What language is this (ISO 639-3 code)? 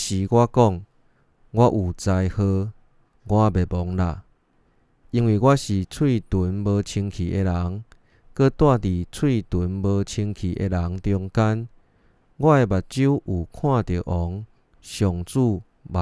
nan